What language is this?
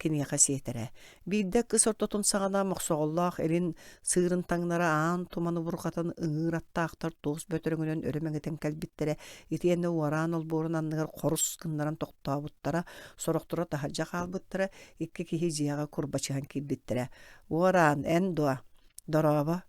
Yakut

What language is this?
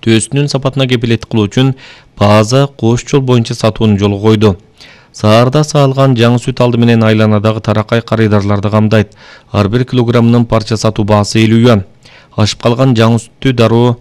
Kyrgyz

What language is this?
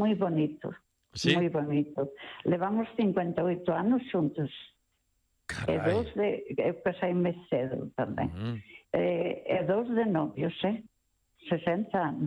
Galician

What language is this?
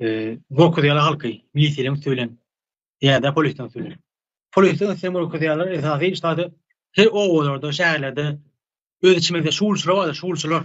Turkmen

